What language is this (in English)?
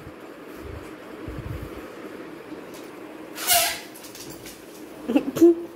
Hindi